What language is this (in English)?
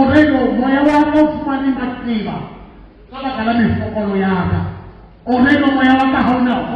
Southern Sotho